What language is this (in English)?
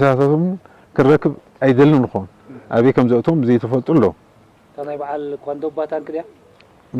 Tigrinya